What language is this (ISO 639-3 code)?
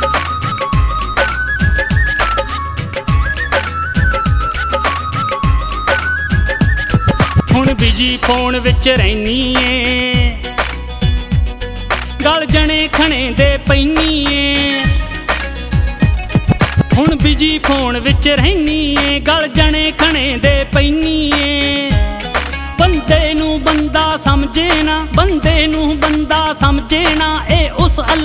pan